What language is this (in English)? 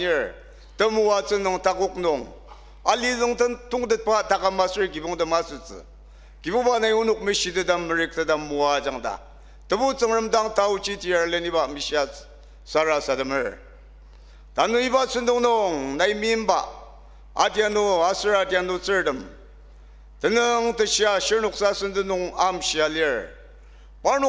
Ao Naga